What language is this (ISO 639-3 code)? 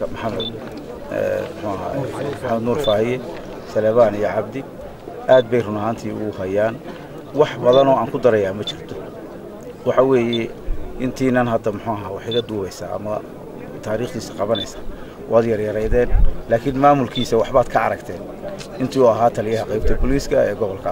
som